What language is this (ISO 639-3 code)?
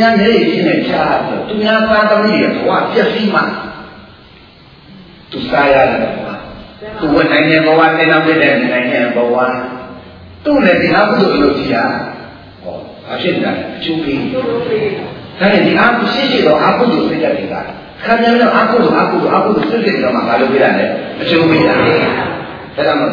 mya